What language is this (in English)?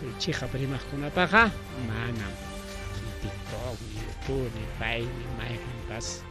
Ayacucho Quechua